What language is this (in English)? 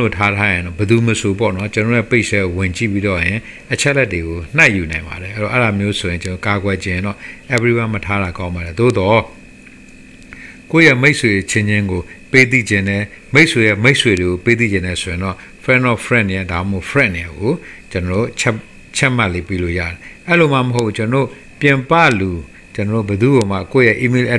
Burmese